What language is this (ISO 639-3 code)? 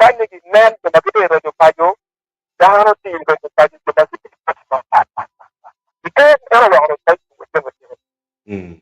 ach